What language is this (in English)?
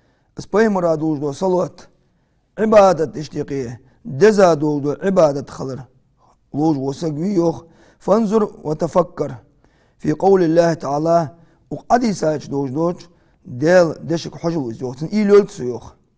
Ingush